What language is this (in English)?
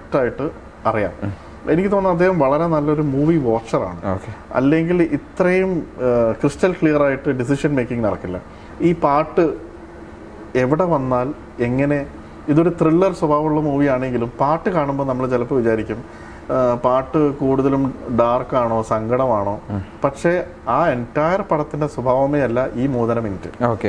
Malayalam